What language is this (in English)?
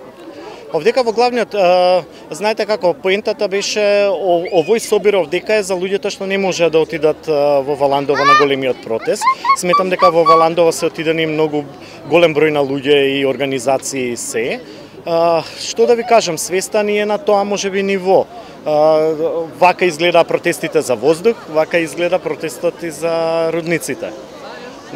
Macedonian